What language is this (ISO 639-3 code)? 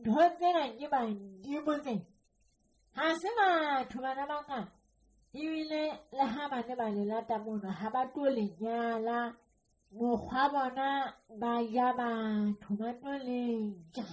sot